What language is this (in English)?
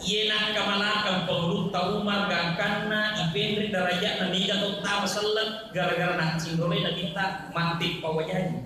Buginese